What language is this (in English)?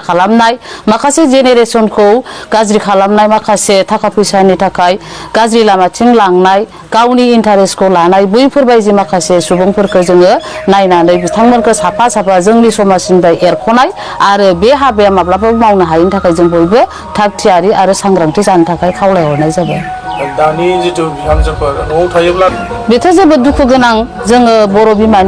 Bodo